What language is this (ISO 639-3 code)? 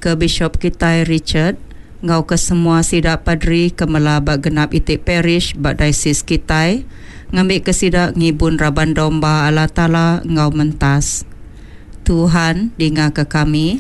iba